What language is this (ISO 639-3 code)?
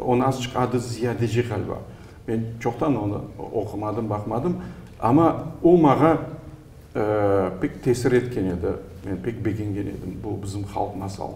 crh